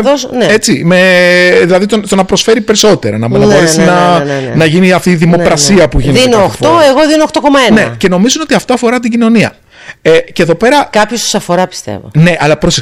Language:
Greek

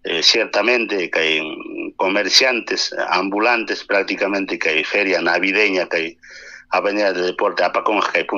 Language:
Ayacucho Quechua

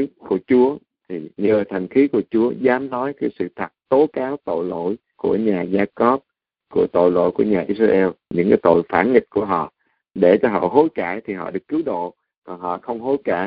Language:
Vietnamese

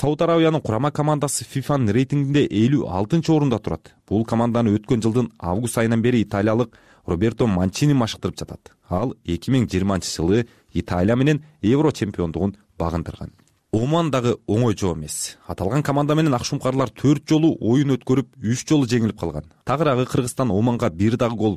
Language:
Kyrgyz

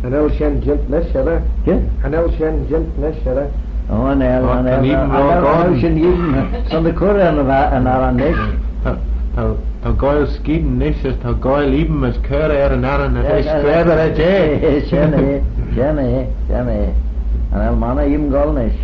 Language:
Manx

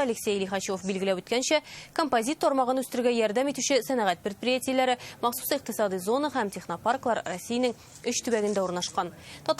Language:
Tatar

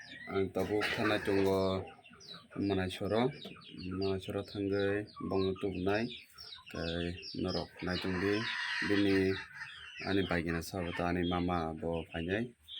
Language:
Kok Borok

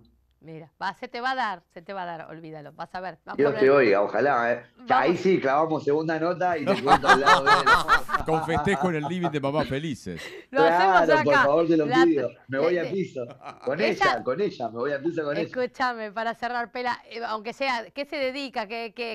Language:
Spanish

